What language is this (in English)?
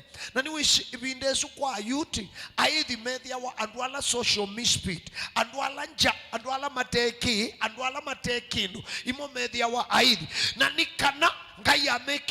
Kamba